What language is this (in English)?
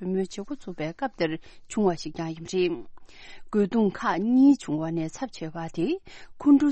Tibetan